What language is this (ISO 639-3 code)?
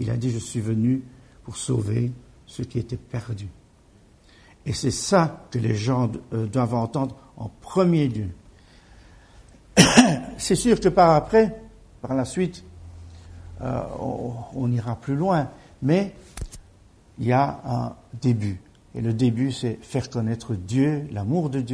fra